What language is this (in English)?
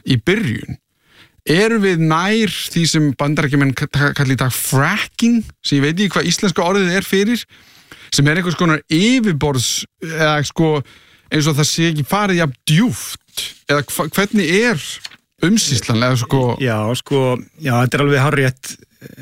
Icelandic